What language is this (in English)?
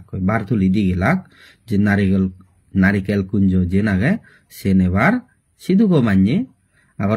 Chakma